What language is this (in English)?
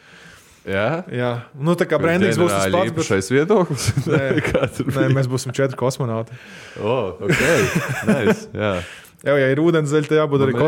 Latvian